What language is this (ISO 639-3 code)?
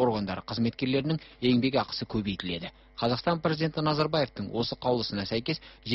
kaz